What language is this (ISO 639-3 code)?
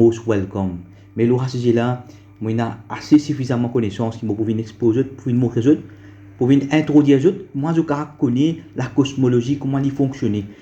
mfe